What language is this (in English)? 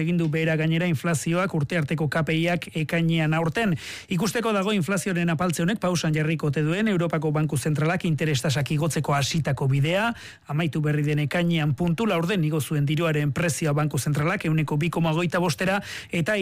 Basque